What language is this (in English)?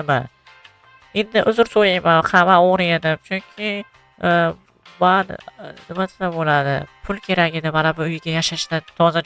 Uzbek